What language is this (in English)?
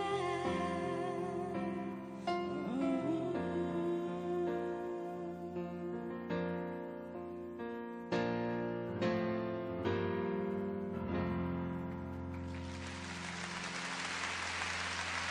Japanese